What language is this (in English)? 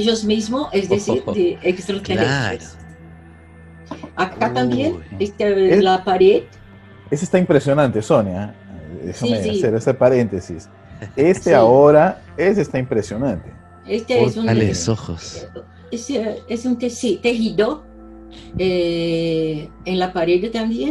Spanish